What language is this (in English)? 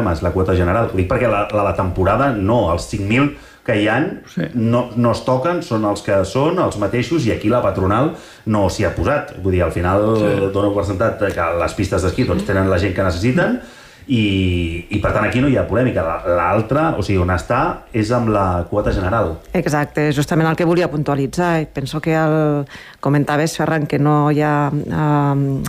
Catalan